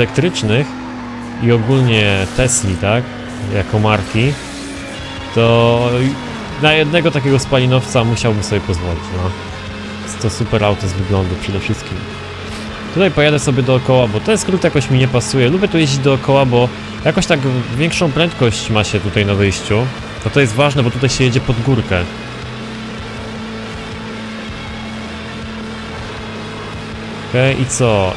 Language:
Polish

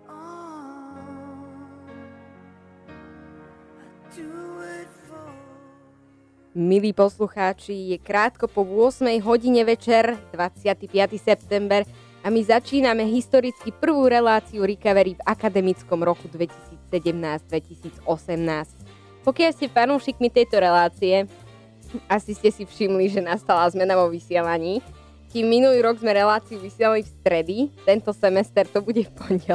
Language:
Slovak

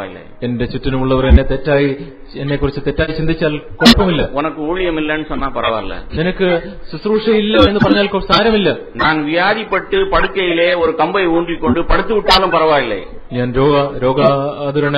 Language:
Malayalam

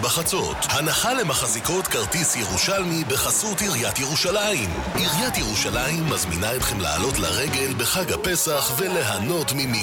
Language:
Hebrew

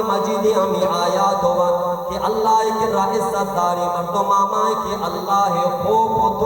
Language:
Baluchi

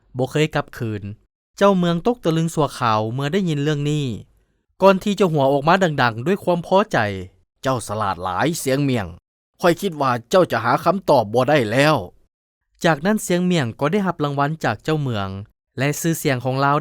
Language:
Lao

